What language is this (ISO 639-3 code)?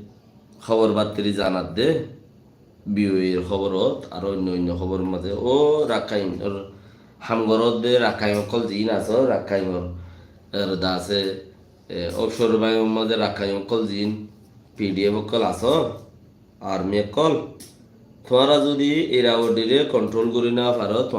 rhg